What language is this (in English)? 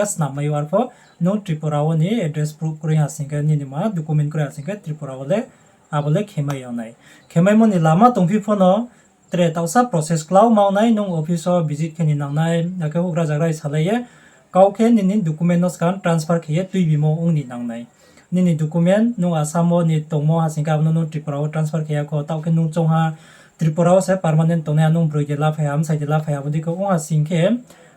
Riang (India)